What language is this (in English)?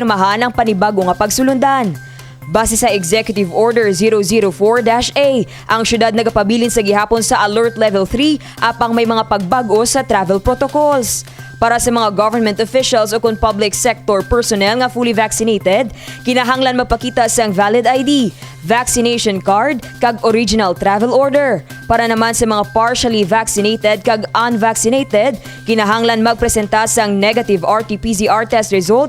Hiligaynon